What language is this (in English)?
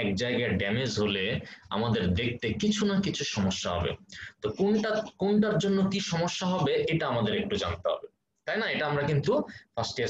Bangla